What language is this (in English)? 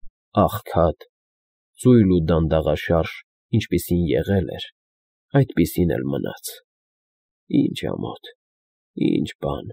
Armenian